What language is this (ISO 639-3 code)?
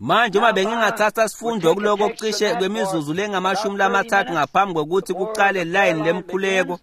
ssw